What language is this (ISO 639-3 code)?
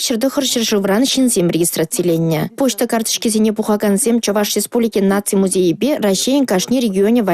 chv